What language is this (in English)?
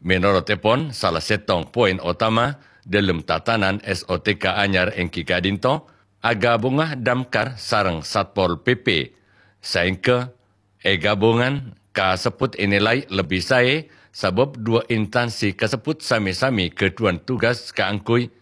Madurese